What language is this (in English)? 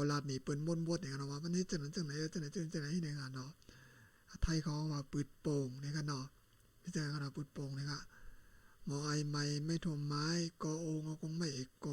Shan